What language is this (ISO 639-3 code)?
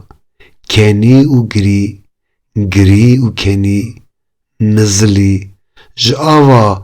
kur